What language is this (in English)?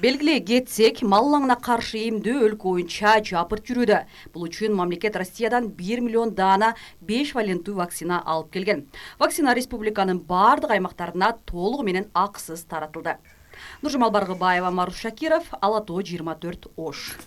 Kyrgyz